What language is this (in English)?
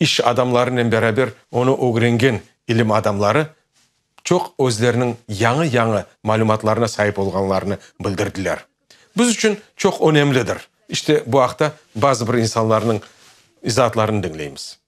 Crimean Tatar